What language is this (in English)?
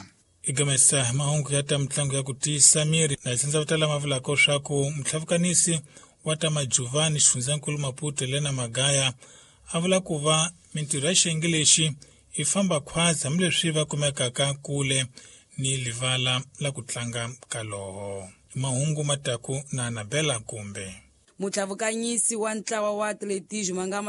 Tsonga